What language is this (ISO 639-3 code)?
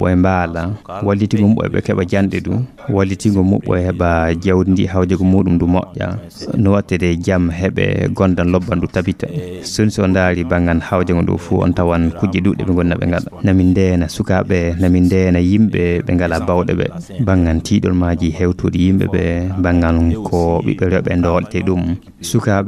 ful